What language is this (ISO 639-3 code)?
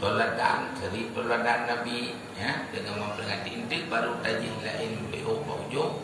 ace